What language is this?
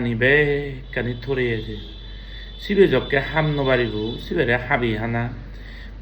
Chakma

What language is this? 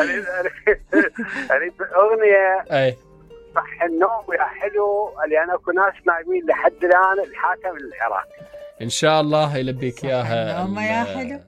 Mesopotamian Arabic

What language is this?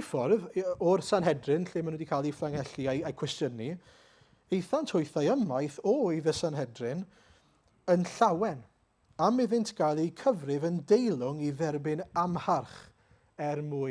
Welsh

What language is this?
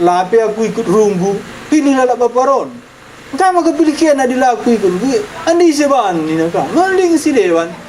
Batak Karo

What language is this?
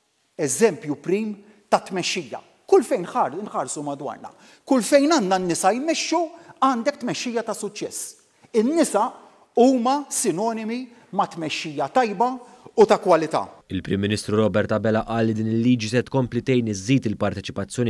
Maltese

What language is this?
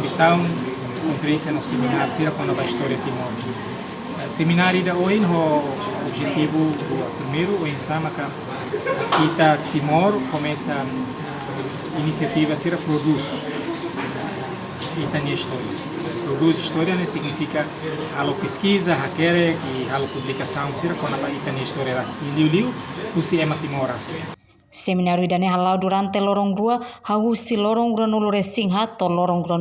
Tetum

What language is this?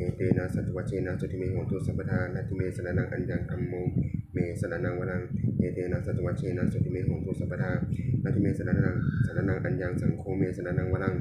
Pali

